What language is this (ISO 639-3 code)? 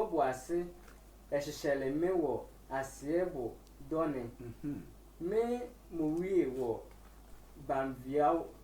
sfw